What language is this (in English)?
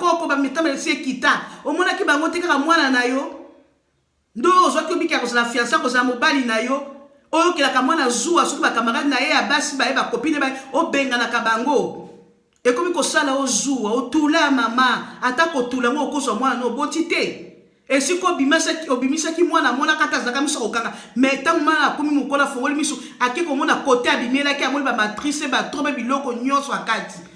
Lingala